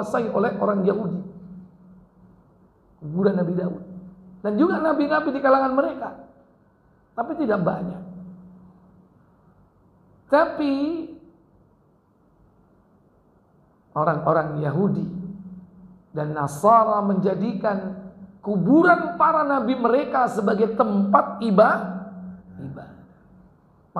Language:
Indonesian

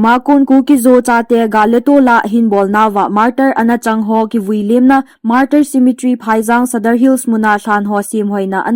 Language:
Thado Chin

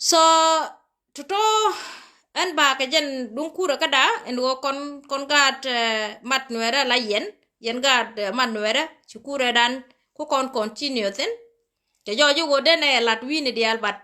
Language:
Nuer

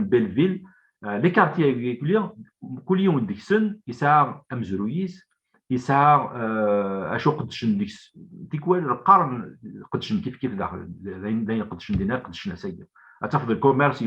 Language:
Kabyle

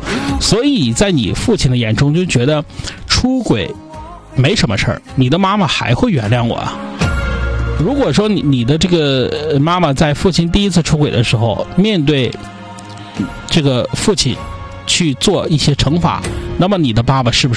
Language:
Chinese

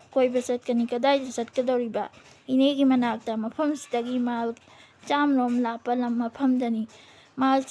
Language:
Manipuri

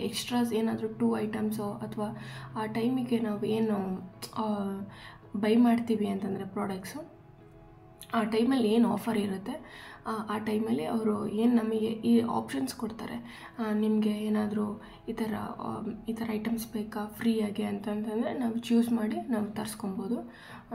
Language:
Kannada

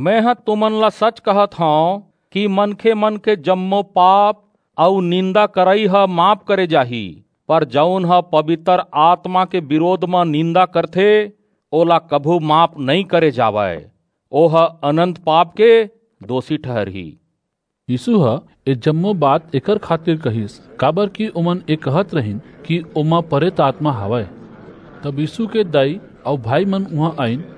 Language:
Chhattisgarhi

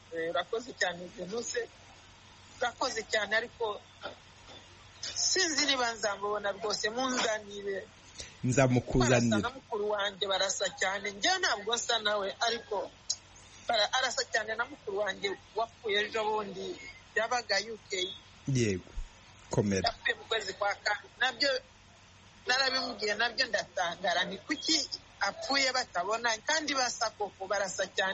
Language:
Kinyarwanda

